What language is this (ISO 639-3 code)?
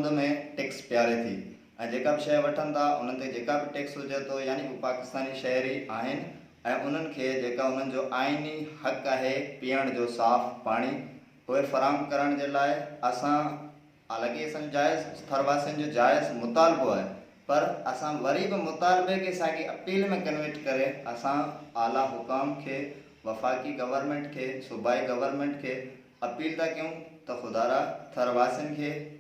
snd